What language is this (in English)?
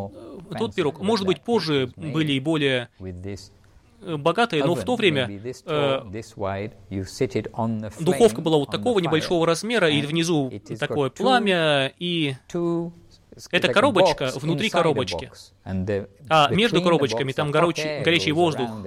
Russian